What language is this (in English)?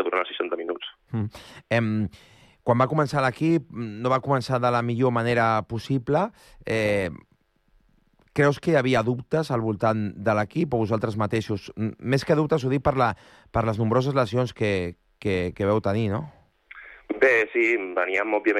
Catalan